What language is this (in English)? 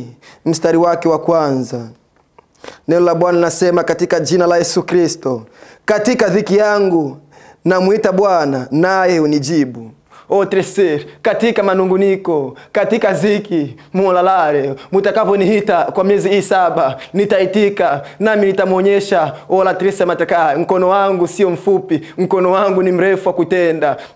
Swahili